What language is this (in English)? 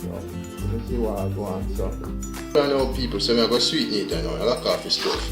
Jamaican Creole English